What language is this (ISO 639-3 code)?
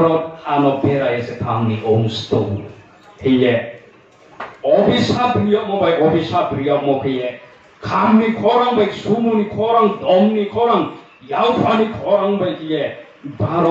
ria